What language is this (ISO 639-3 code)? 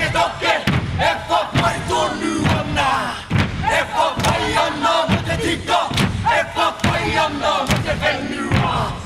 mri